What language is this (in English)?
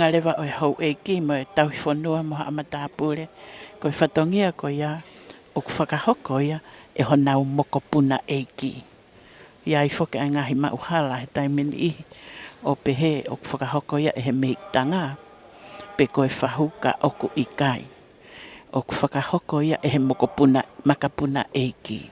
Tongan